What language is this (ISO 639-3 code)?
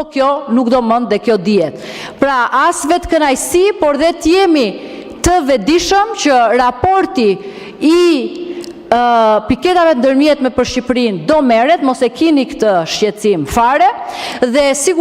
sqi